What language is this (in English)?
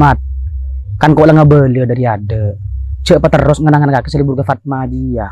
Madurese